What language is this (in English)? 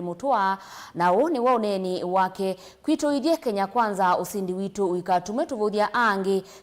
Kamba